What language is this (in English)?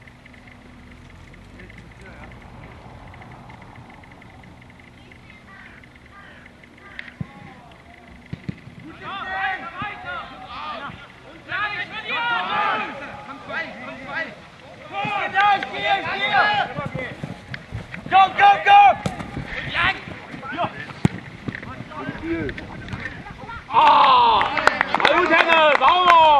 German